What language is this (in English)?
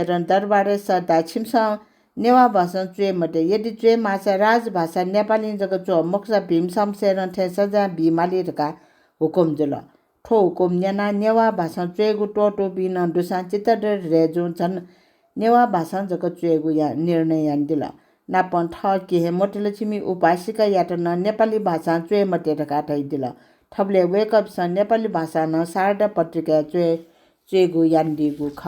Newari